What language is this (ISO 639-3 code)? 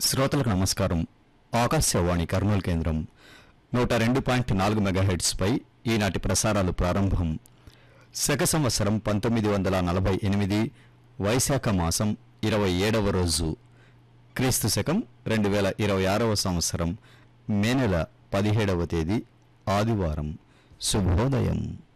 tel